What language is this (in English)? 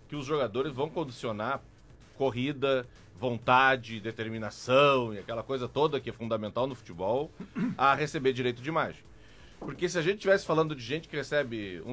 Portuguese